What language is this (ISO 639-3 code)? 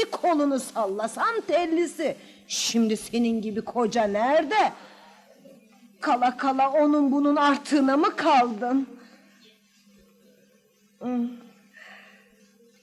tur